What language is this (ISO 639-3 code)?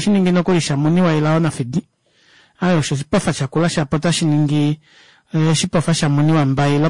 kua